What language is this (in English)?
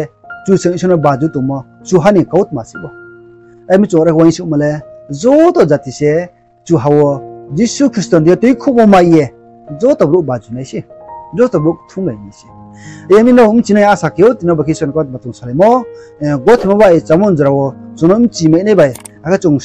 Riang (India)